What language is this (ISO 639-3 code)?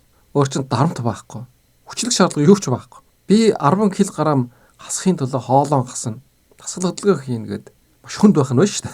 mon